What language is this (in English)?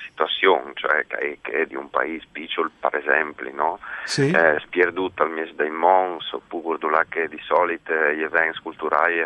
Friulian